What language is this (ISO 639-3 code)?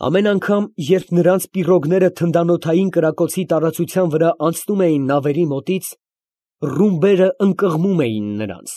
hye